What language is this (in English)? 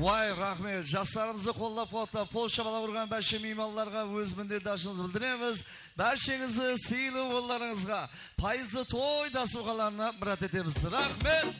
Kara-Kalpak